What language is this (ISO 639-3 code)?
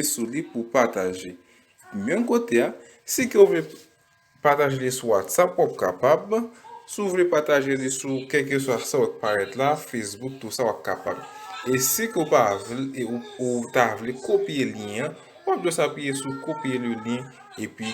hat